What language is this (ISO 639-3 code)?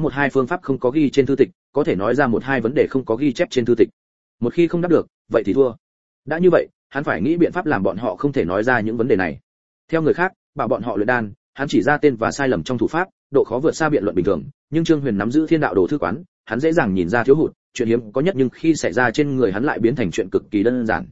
vie